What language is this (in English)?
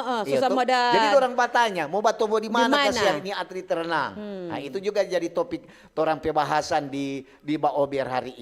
Manado Malay